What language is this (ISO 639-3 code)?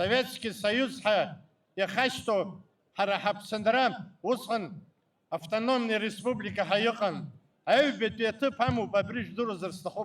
abk